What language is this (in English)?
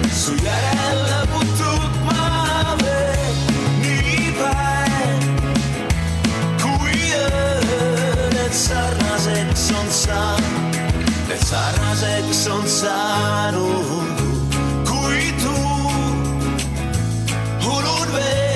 Estonian